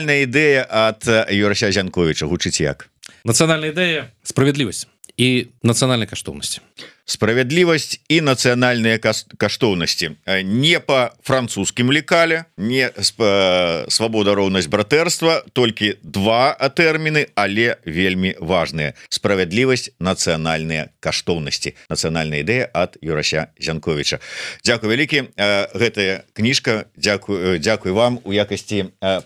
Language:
Belarusian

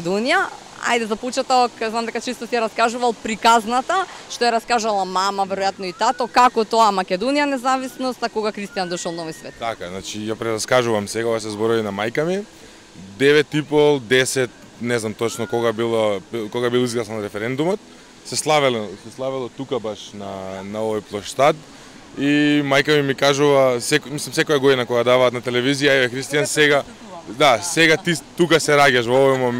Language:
Macedonian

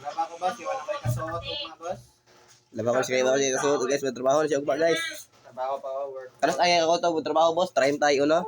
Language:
Cebuano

